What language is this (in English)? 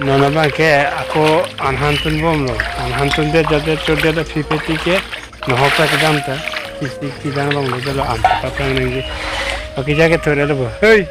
Karbi